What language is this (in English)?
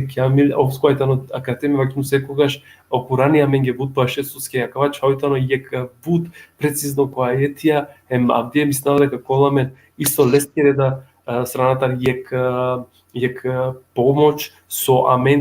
Balkan Romani